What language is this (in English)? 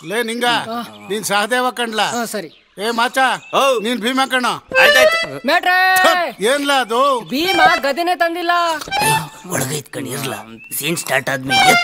Kannada